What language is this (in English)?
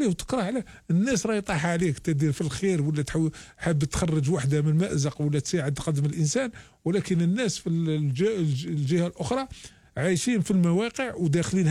Algerian Arabic